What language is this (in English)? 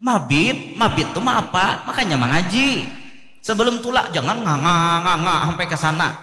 Banjar